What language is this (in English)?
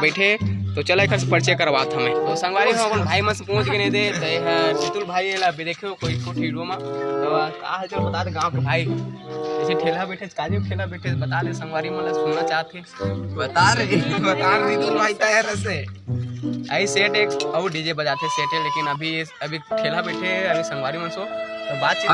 Chhattisgarhi